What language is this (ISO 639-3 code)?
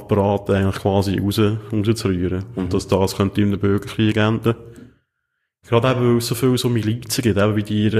deu